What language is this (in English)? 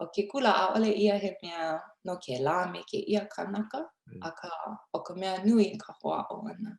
Hawaiian